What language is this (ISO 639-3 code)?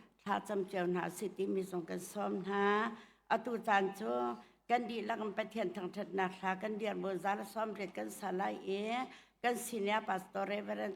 cnh